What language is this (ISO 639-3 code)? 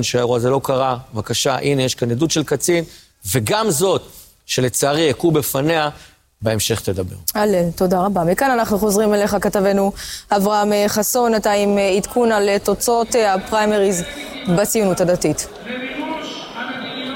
heb